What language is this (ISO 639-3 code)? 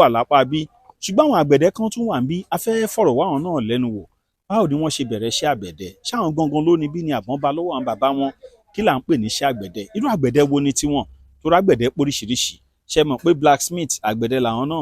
yor